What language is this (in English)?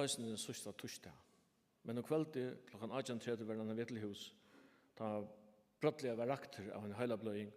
Faroese